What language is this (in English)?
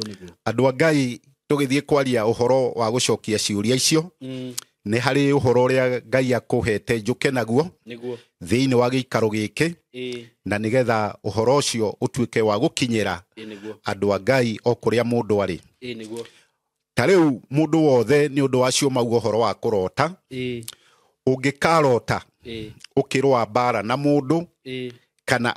Kikuyu